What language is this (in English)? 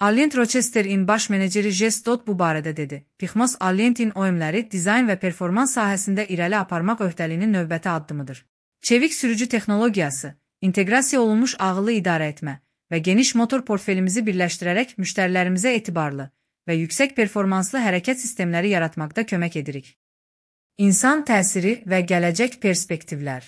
Azerbaijani